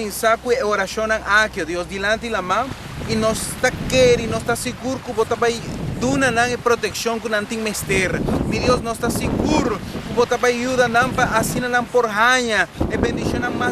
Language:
Papiamento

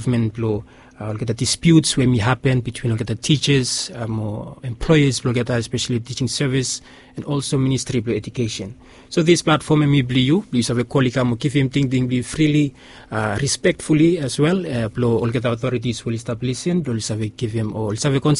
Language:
Bislama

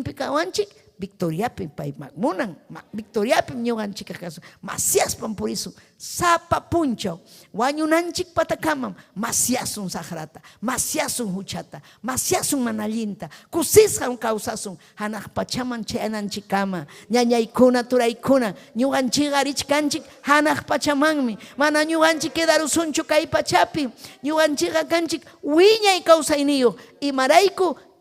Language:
Ayacucho Quechua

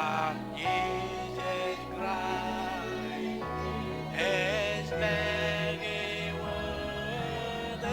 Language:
Marshallese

